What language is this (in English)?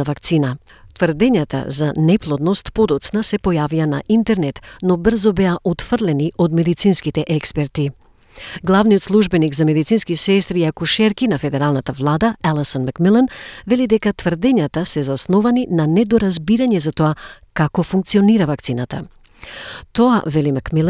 Macedonian